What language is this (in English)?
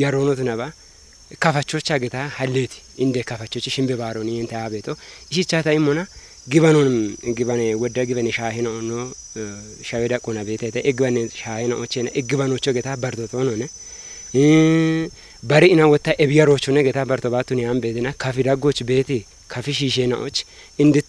Kafa